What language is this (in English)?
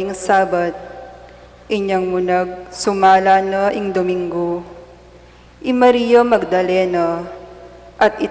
Pampanga